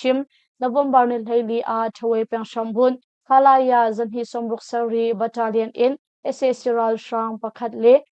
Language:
Hakha Chin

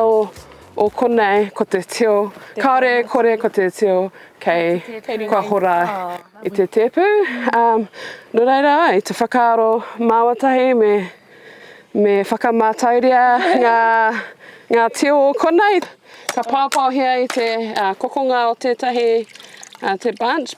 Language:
Māori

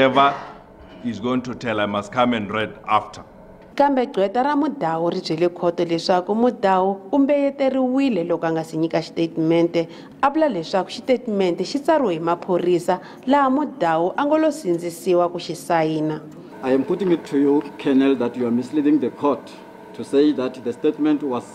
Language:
Tsonga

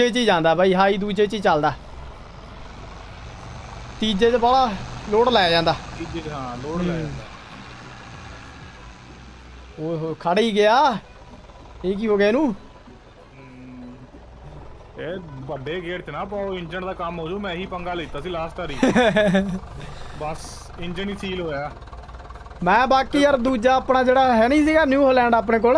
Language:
Punjabi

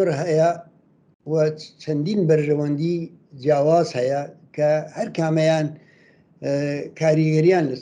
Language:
Central Kurdish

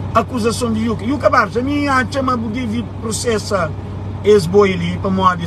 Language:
Kabuverdianu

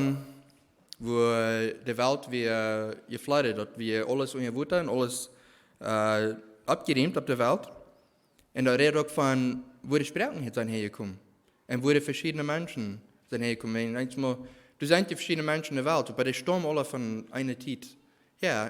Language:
Plautdietsch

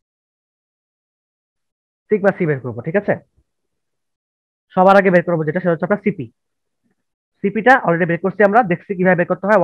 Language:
Bangla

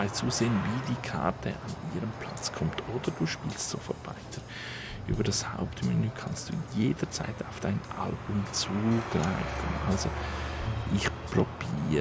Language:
Swiss German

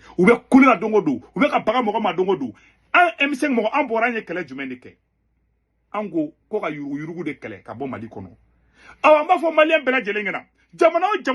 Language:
Bambara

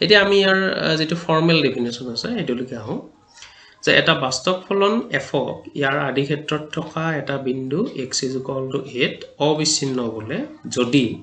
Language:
Assamese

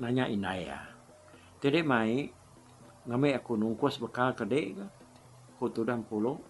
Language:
Iban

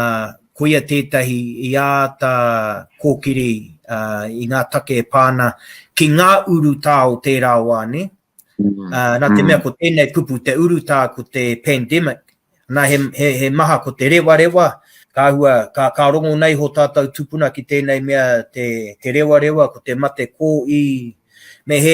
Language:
Māori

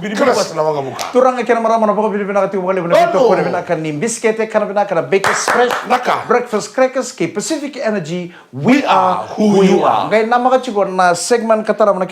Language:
Fijian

